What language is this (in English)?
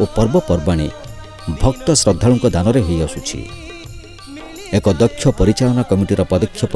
Odia